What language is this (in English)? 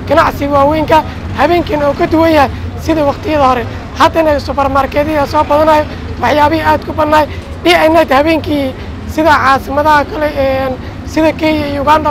Somali